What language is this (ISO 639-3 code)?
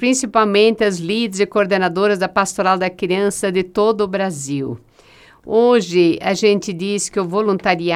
por